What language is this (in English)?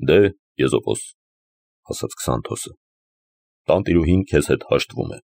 Armenian